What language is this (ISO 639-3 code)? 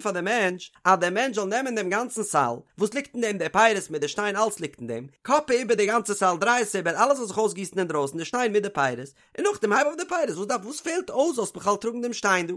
yid